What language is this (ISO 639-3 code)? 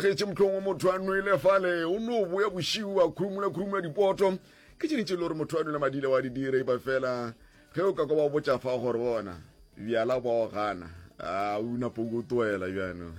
nso